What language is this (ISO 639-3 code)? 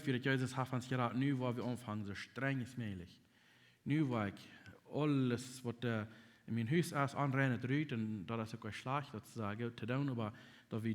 pdt